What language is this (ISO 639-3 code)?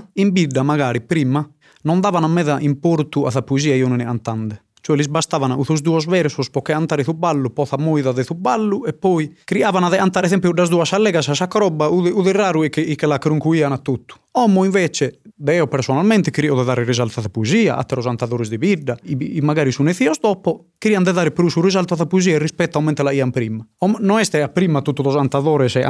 srd